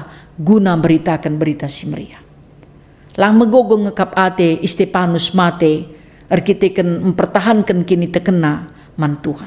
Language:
Batak Karo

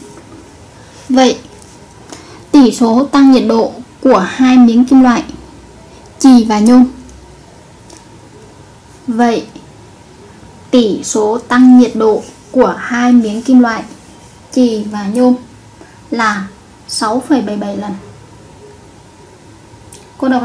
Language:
Vietnamese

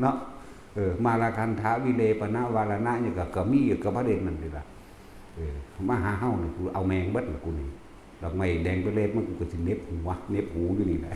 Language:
Northeastern Thai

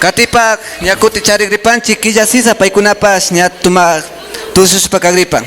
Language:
Imbabura Highland Quichua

